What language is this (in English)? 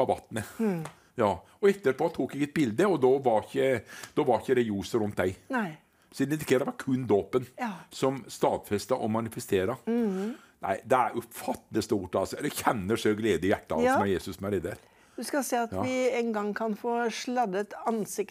Norwegian